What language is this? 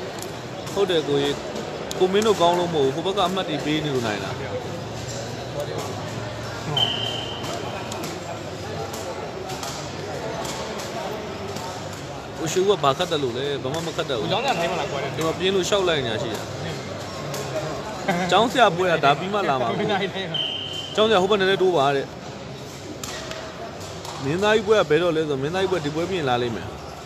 Burmese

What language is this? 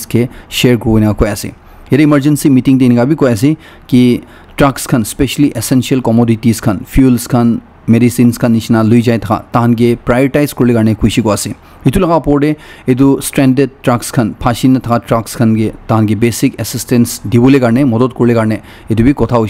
Naga Pidgin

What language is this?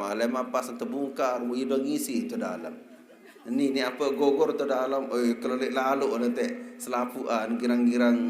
Sasak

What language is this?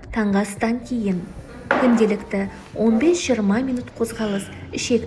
Kazakh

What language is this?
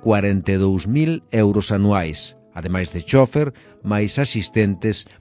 Galician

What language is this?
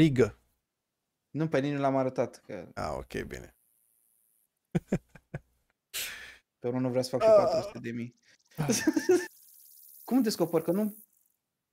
Romanian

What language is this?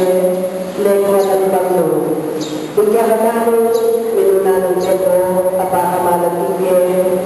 Pampanga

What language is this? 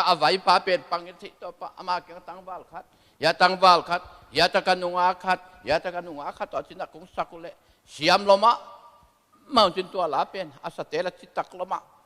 Tedim Chin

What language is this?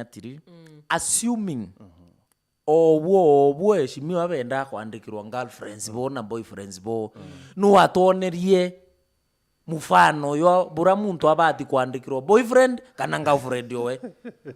Meru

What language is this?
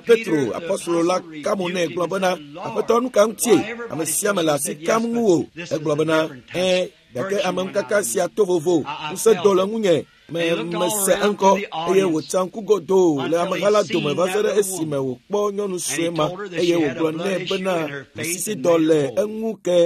Ewe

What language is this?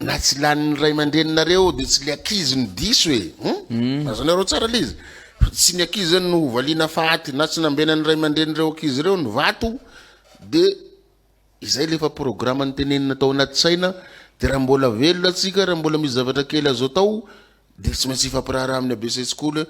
Malagasy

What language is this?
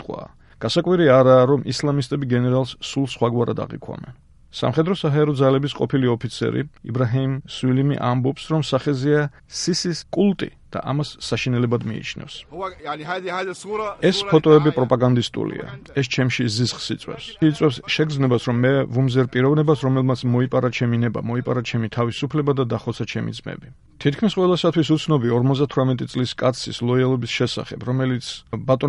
Georgian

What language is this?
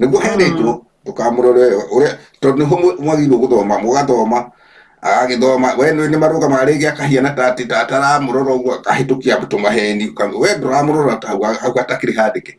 Kikuyu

